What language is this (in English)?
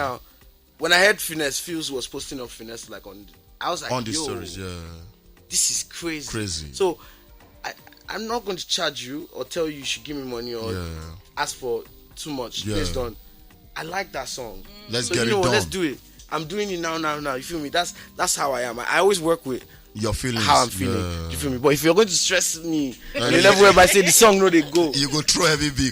Nigerian Pidgin